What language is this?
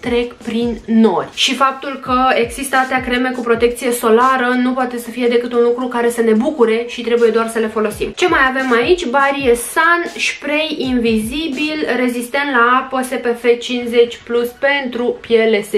Romanian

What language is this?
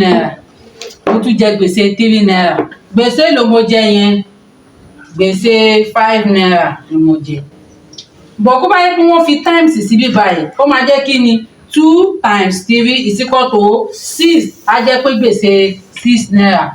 Yoruba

